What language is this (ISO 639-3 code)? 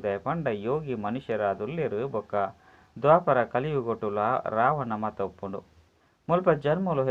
tcy